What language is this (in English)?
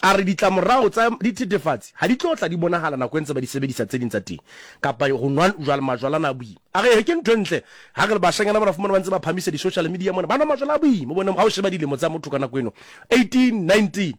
Southern Sotho